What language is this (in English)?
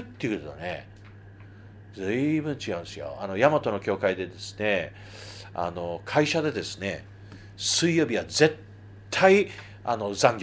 Japanese